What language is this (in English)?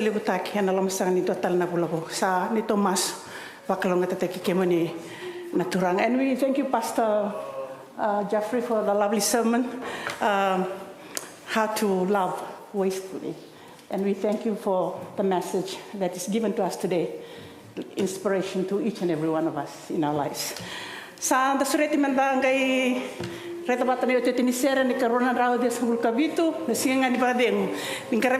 Fijian